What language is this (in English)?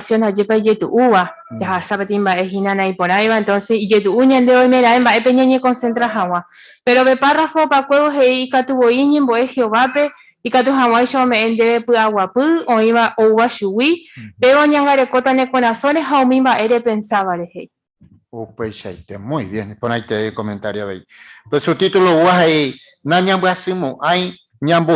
Guarani